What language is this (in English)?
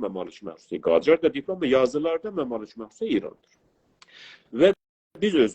South Azerbaijani